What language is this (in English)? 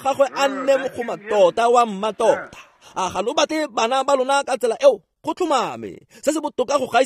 Tswana